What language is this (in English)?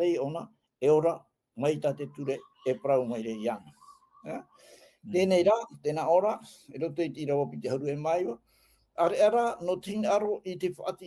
Tahitian